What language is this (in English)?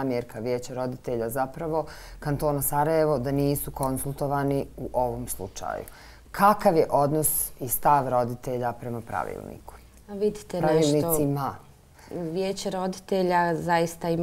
Bosnian